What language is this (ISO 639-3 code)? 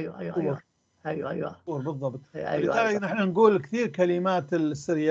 apc